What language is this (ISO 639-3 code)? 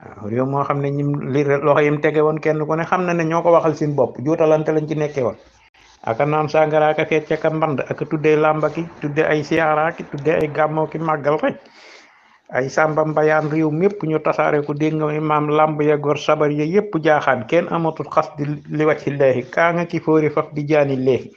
wol